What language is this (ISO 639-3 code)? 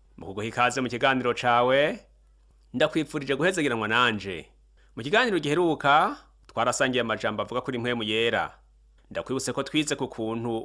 run